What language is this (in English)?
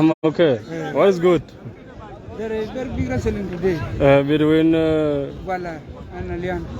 Dinka